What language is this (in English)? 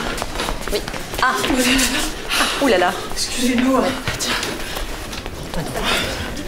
French